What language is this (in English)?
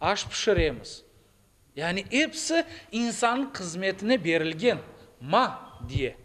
Crimean Tatar